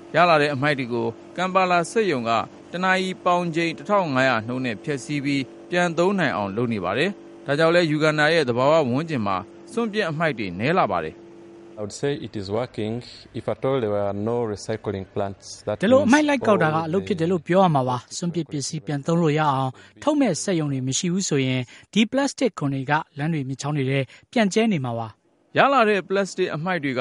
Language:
Burmese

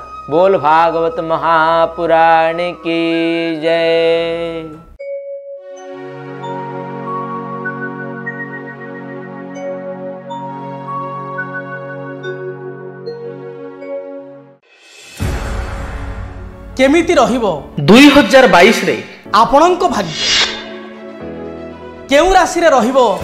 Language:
Odia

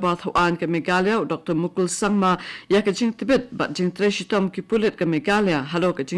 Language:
Khasi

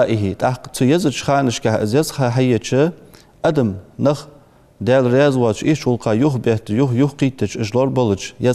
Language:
Ingush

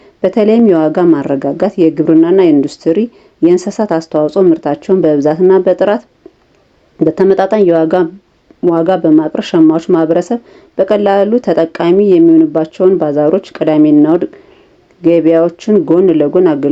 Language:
Amharic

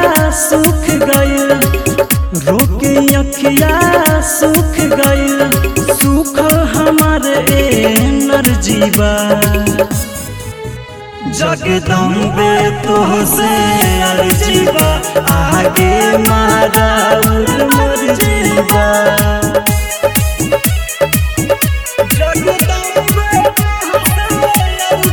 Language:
Bhojpuri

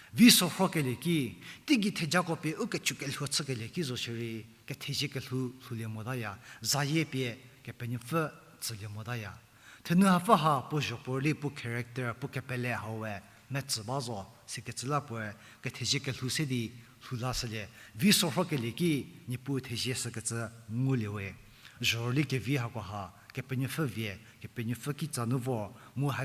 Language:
Angami Naga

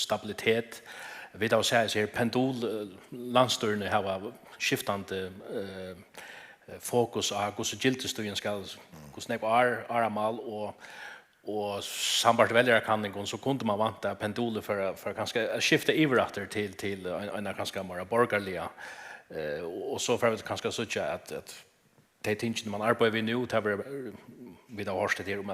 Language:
Faroese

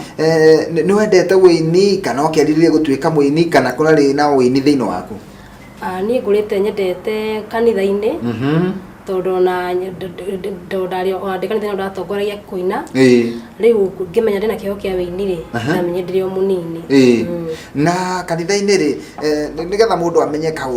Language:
Kikuyu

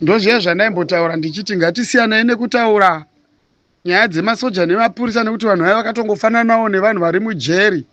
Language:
Shona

